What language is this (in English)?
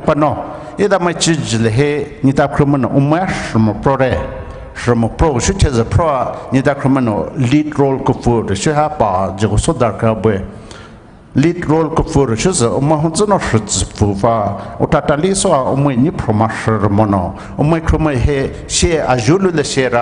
Poumei Naga